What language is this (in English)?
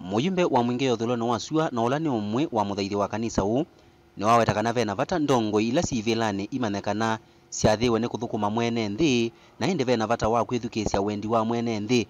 Kamba